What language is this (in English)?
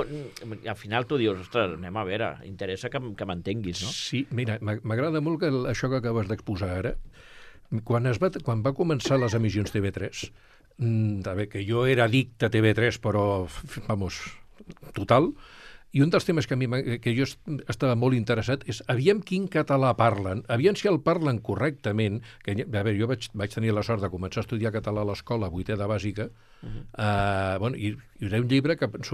Catalan